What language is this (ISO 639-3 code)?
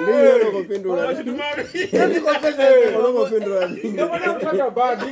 ven